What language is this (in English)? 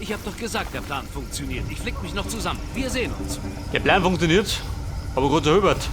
Bavarian